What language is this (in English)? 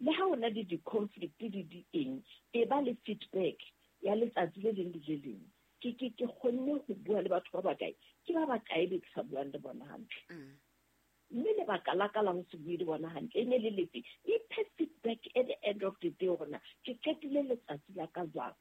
Southern Sotho